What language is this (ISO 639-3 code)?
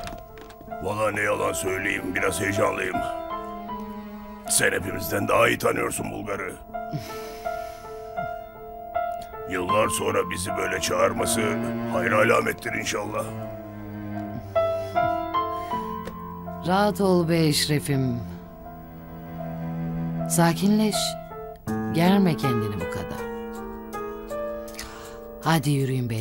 tur